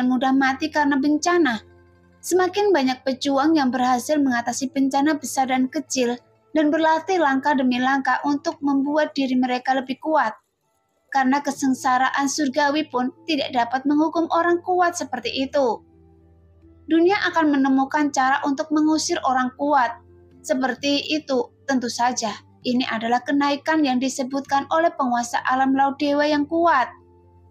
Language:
Indonesian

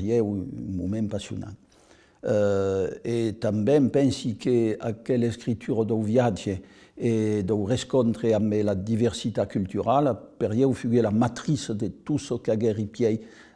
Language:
Occitan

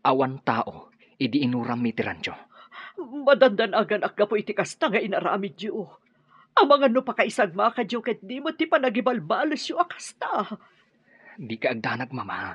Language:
Iloko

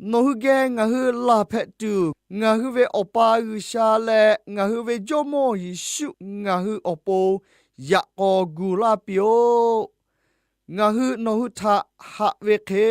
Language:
Lahu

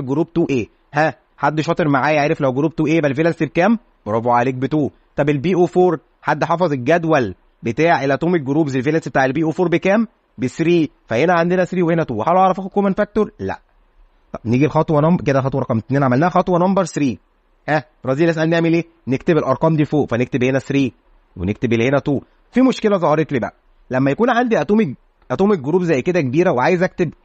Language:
Egyptian Arabic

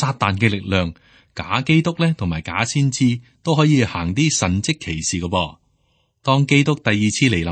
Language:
Cantonese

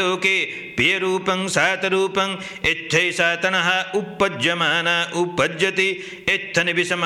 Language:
Pali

